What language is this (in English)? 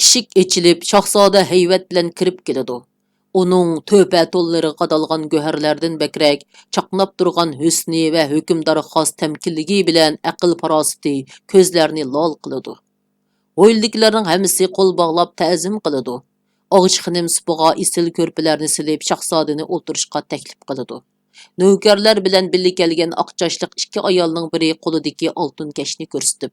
Uyghur